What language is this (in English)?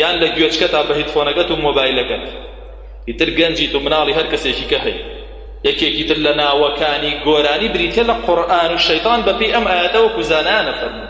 Central Kurdish